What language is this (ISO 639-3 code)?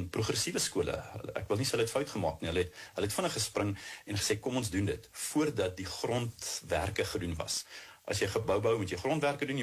afr